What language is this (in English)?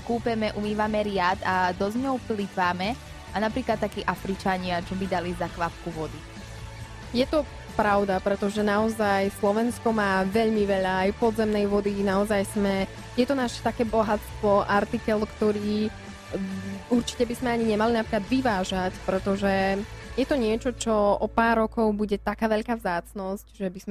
Slovak